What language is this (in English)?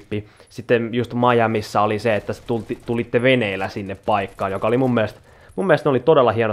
Finnish